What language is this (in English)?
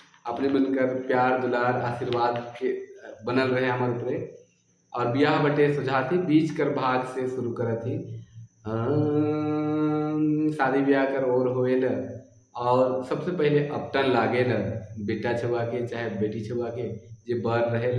Sadri